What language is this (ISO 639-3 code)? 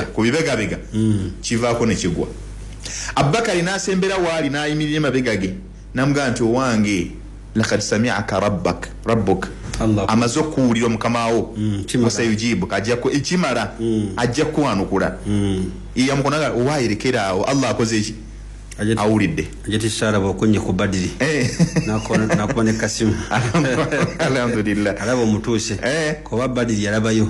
lug